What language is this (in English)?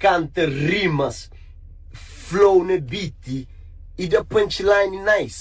Kabuverdianu